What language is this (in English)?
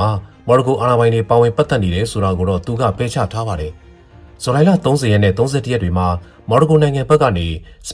Burmese